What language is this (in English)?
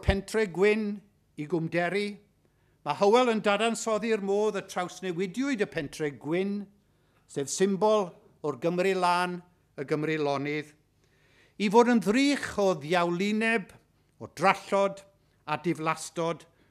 Welsh